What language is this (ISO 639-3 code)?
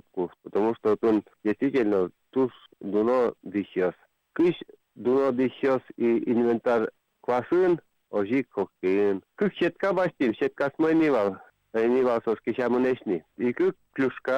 udm